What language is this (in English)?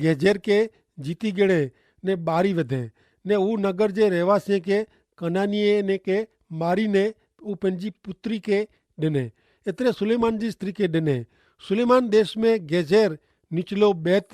Kachhi